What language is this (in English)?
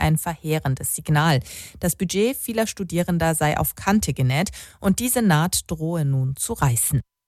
German